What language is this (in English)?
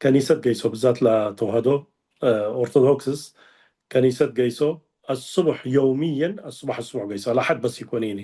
Tigre